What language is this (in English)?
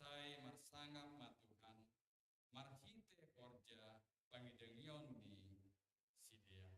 Batak Simalungun